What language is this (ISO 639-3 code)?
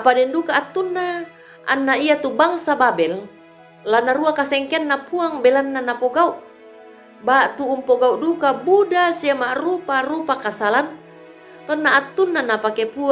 sda